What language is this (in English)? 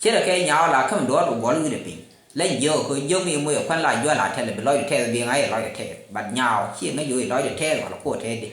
Nuer